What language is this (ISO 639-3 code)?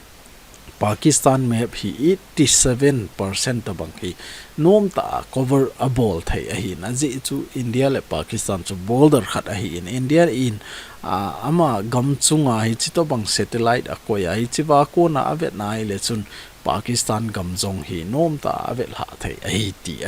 tcz